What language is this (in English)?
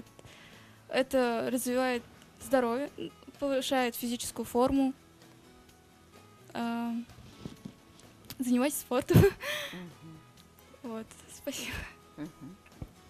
Russian